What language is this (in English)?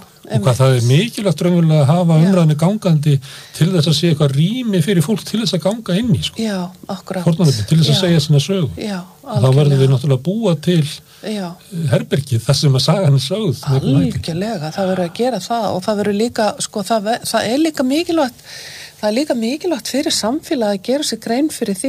Icelandic